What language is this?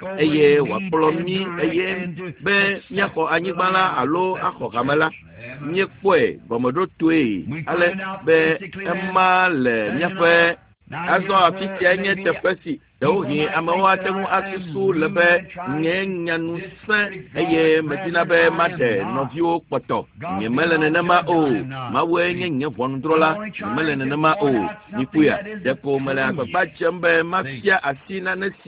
Ewe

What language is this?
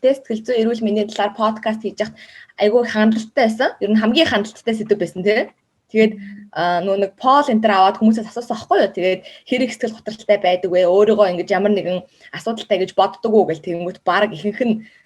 Mongolian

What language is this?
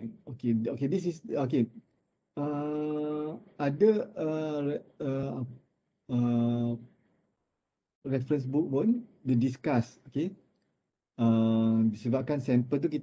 Malay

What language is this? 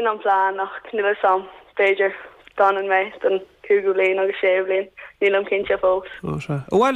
Irish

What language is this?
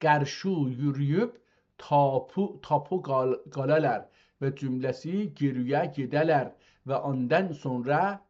South Azerbaijani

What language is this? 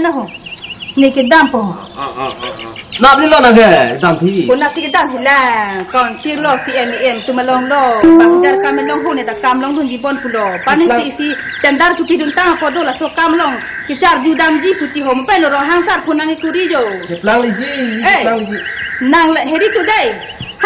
Karbi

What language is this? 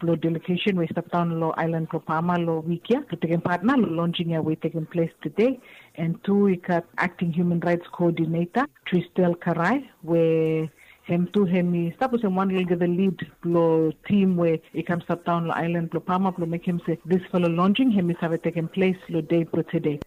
Bislama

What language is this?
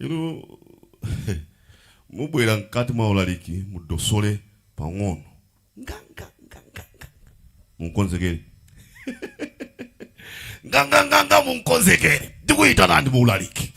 Nyanja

